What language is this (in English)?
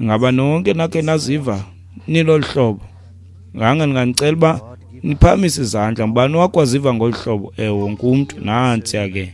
Xhosa